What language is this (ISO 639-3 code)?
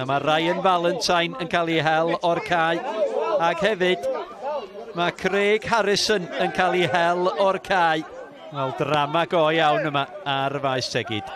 cym